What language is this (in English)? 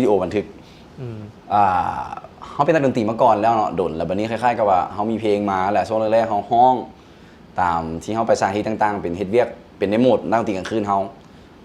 Lao